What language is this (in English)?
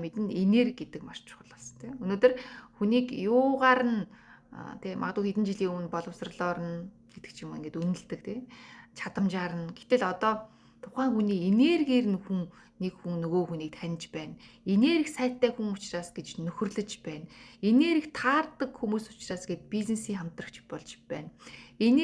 Mongolian